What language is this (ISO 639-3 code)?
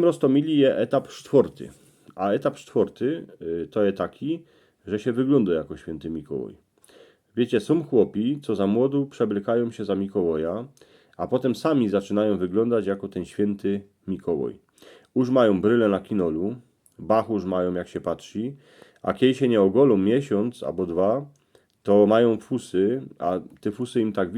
szl